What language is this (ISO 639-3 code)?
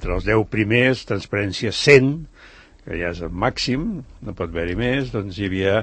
cat